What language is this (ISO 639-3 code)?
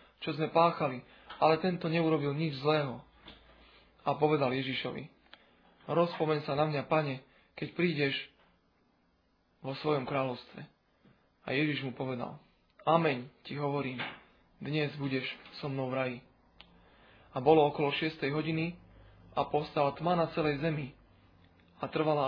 slk